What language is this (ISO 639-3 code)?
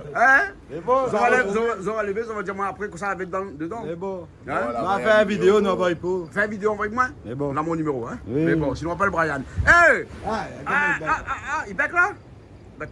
rcf